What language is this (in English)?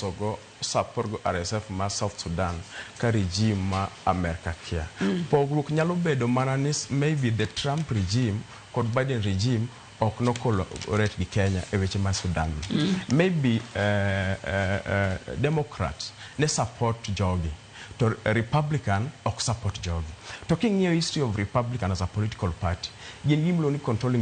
Luo (Kenya and Tanzania)